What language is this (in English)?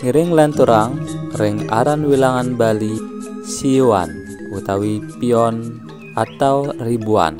Balinese